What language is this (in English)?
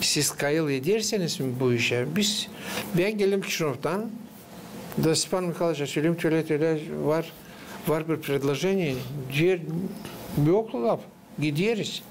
Gagauz